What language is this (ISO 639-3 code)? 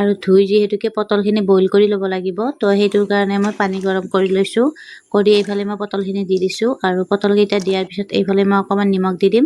asm